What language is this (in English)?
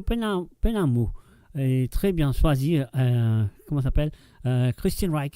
Morisyen